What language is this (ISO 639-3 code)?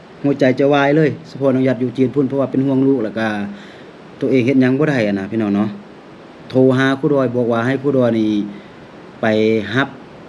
lao